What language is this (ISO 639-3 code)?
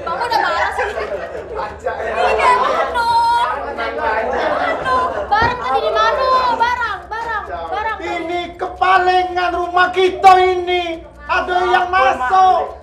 mui